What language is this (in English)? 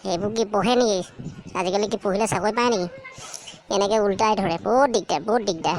Assamese